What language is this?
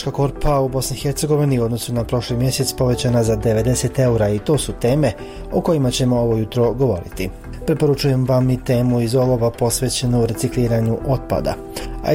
Bosnian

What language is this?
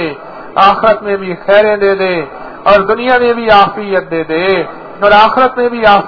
Urdu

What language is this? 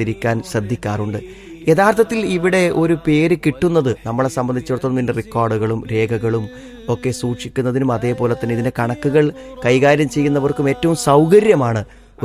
Malayalam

